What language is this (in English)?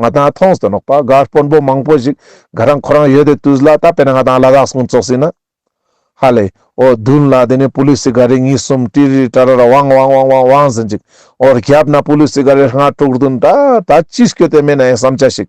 Ladakhi